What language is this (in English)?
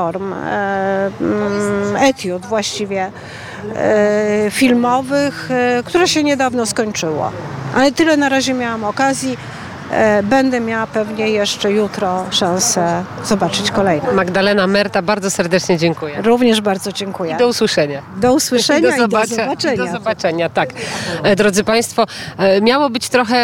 Polish